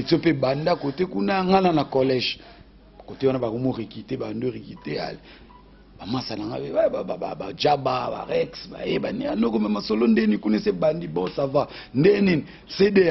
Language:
Lingala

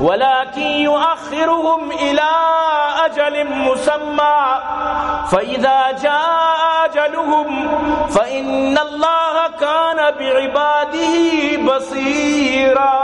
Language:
Baluchi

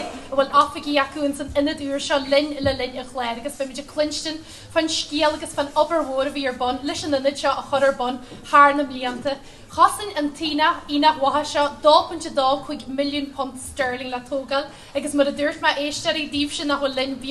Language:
Irish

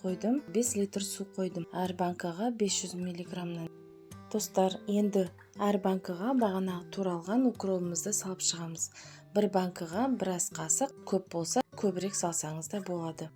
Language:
Kazakh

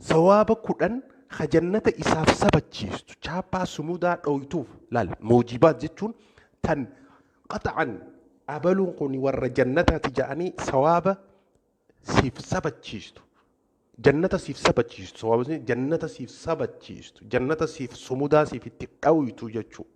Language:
Oromo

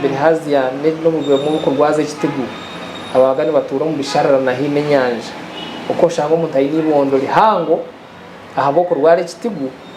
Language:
Nyankole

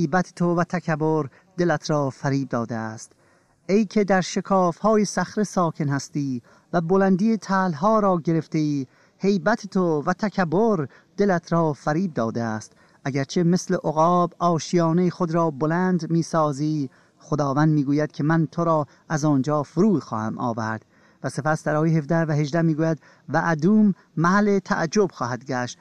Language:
Persian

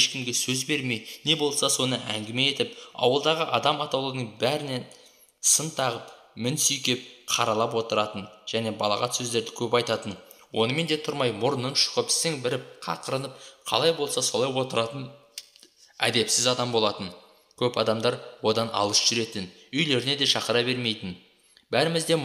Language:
Kazakh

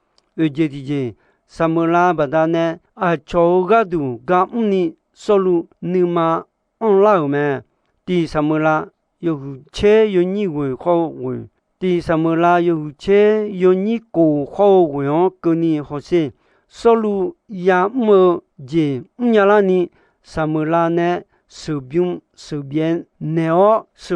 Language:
Akha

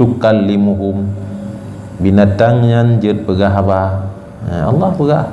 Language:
Achinese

